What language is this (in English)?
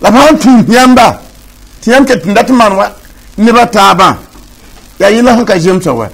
Mossi